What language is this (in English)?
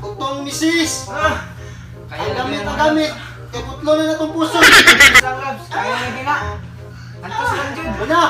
Cebuano